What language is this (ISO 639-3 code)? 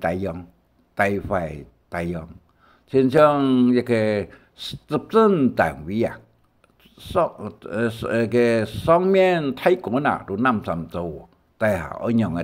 hak